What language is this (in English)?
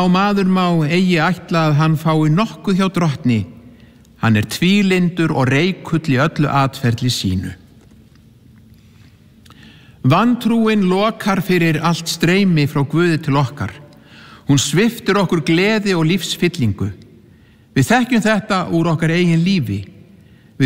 Icelandic